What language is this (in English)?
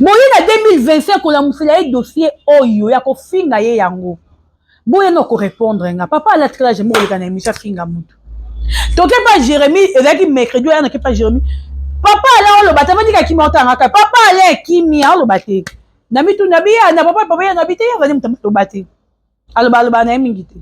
Lingala